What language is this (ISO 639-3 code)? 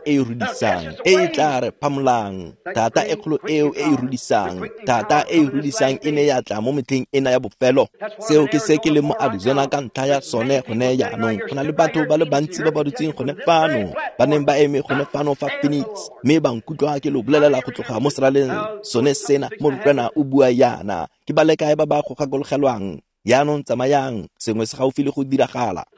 tsn